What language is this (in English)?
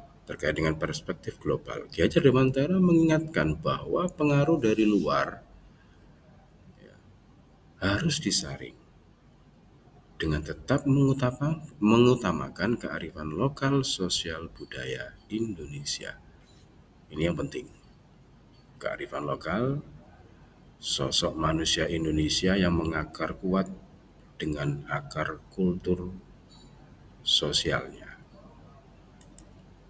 Indonesian